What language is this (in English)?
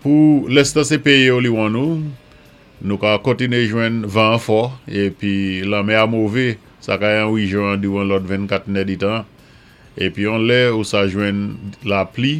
Saint Lucian Creole French